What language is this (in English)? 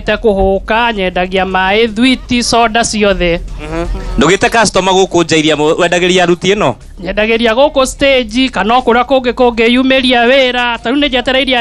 Kikuyu